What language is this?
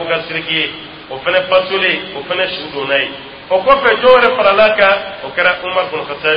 Dyula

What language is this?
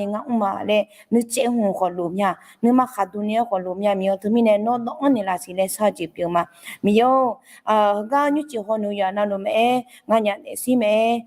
Akha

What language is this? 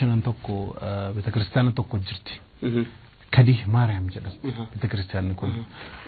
Oromo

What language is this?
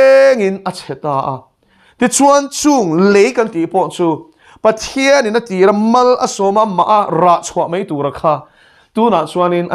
Mizo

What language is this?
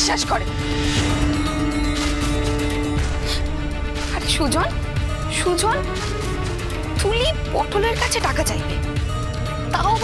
Bangla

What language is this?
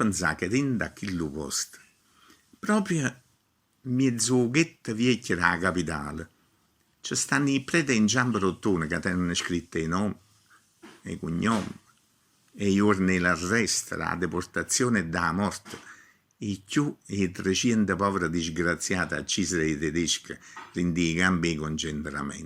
Neapolitan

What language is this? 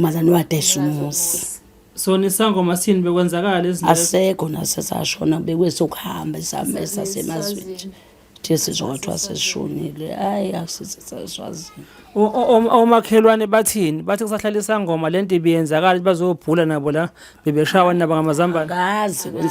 Zulu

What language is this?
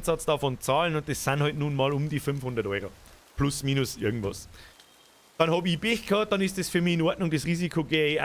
Bavarian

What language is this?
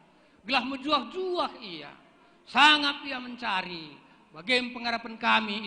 Batak Karo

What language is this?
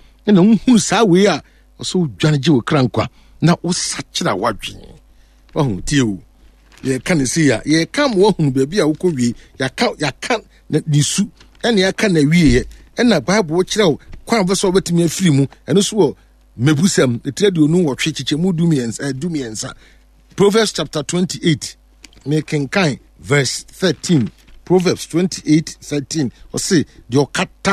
Akan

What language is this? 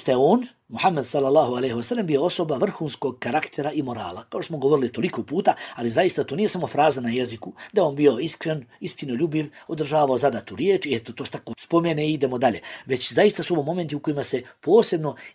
Bosnian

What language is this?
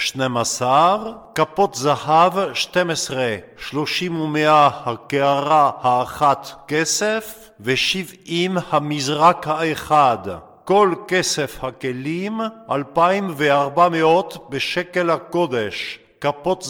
Hebrew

